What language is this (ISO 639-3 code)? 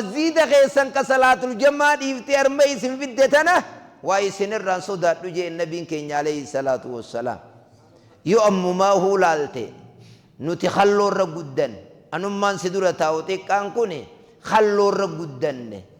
orm